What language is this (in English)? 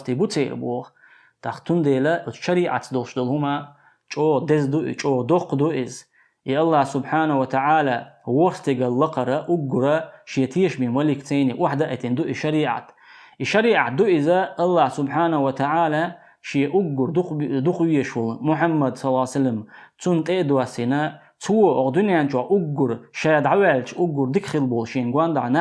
Chechen